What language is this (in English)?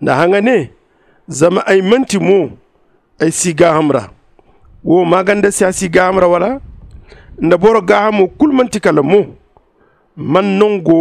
Zarma